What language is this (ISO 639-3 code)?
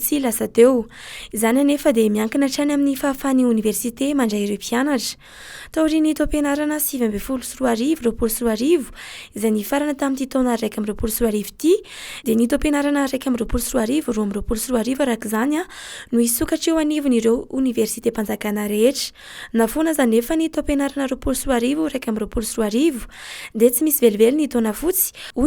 mlg